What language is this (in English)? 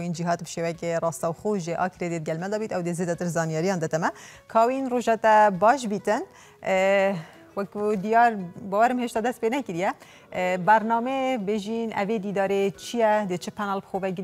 Kurdish